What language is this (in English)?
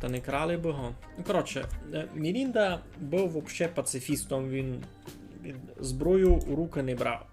Rusyn